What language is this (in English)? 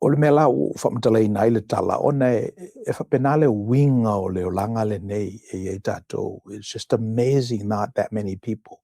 Samoan